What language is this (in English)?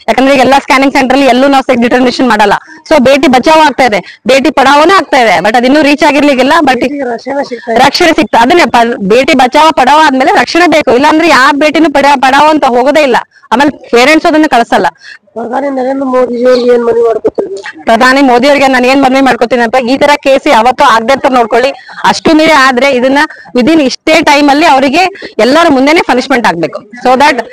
Kannada